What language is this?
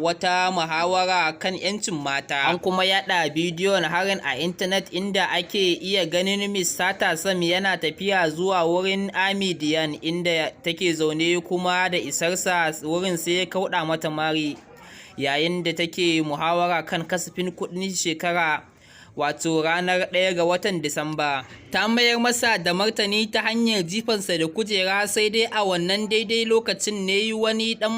Hausa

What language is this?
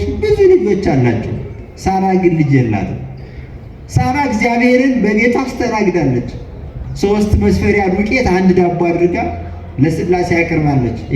Amharic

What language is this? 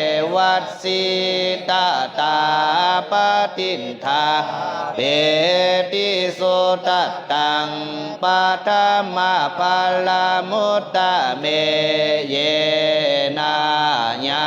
Pali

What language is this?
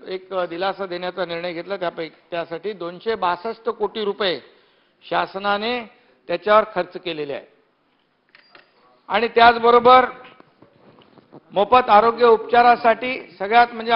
Marathi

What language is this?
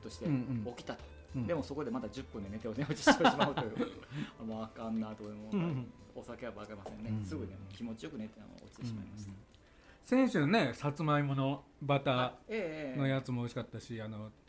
Japanese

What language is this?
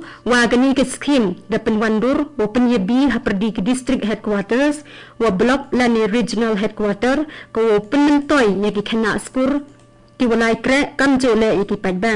Garo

